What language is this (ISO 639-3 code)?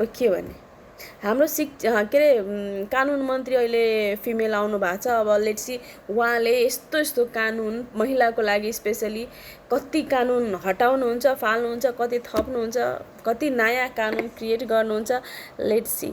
nep